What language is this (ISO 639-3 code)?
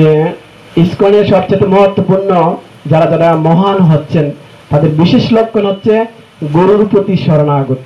ben